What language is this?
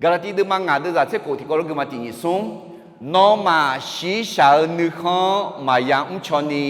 Akha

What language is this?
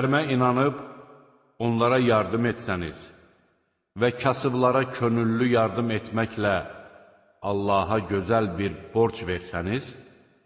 Azerbaijani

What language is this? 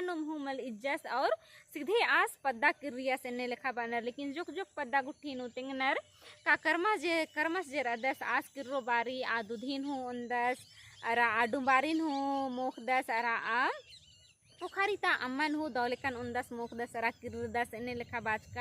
Kurukh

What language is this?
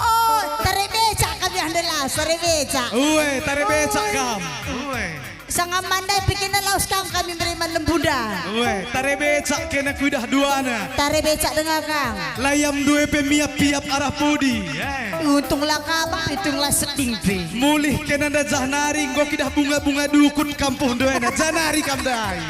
Batak Karo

